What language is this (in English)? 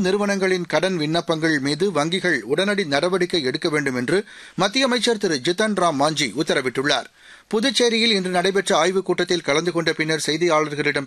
Tamil